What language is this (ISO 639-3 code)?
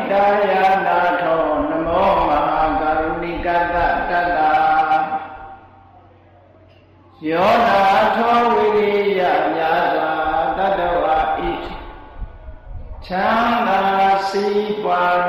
mya